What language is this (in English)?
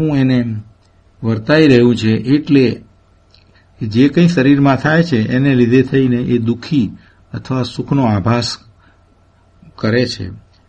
Gujarati